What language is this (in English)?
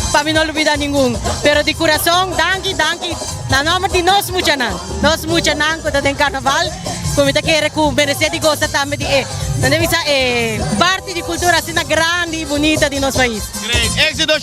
Papiamento